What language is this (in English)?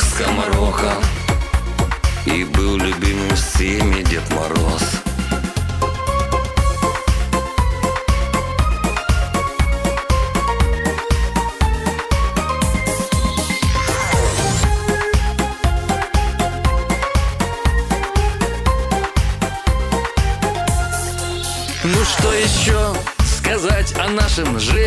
Russian